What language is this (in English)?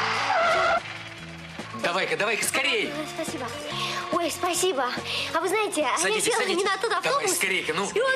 Russian